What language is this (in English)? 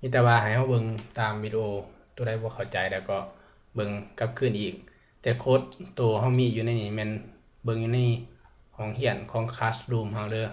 Lao